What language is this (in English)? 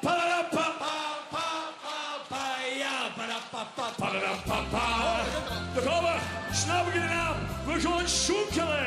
Limburgish